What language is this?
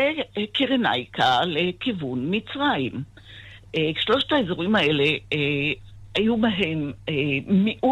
Hebrew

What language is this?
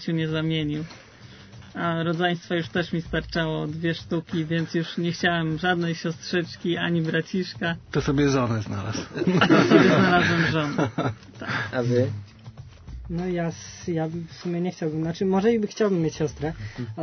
Polish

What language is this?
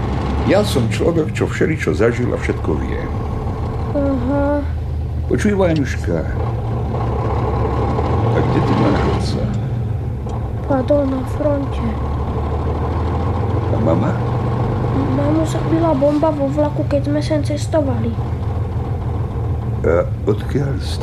Slovak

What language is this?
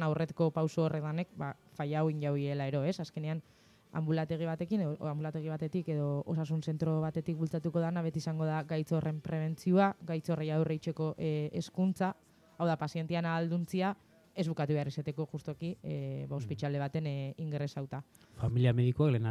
Basque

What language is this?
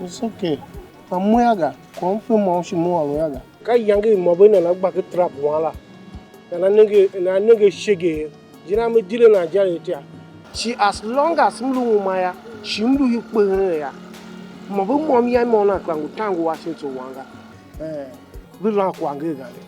Tiv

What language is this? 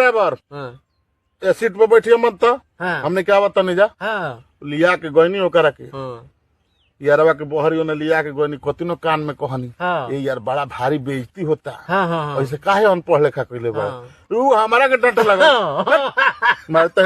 Bhojpuri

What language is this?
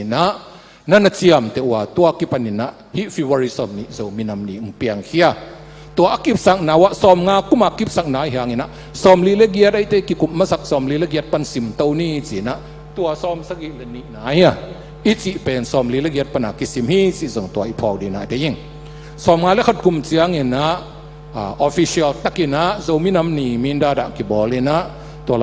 Tedim Chin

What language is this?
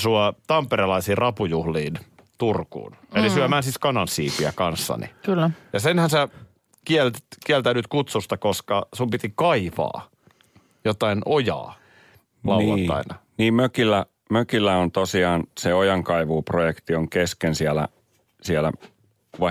Finnish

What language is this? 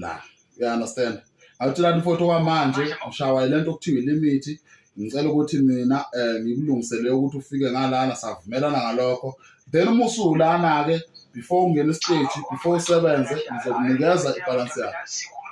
Zulu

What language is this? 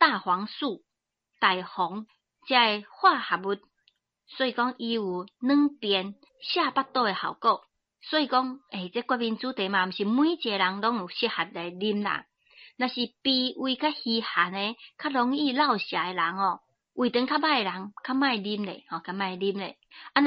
Min Nan Chinese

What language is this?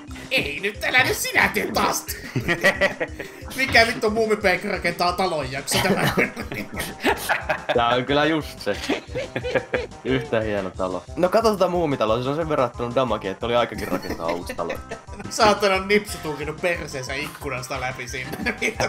Finnish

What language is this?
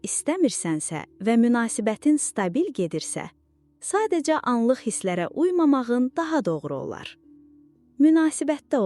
Azerbaijani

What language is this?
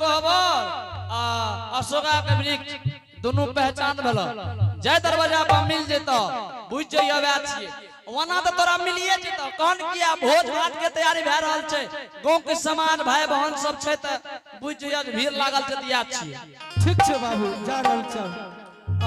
Angika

